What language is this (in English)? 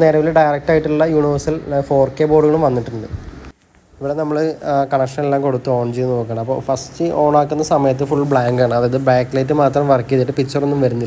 Malayalam